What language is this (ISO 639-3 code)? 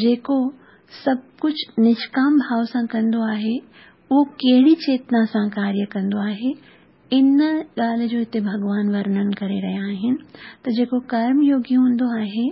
snd